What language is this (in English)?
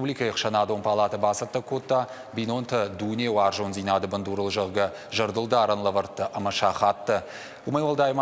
Ossetic